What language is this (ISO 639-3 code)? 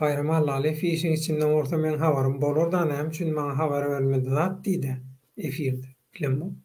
tuk